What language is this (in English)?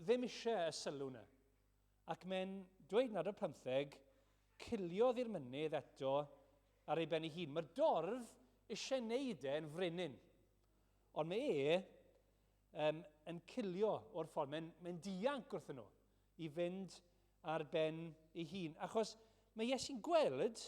Welsh